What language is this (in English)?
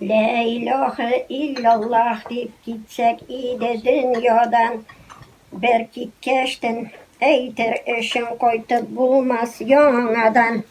Tatar